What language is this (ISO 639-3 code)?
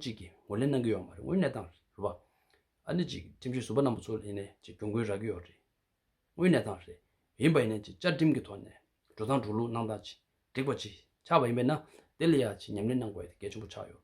bod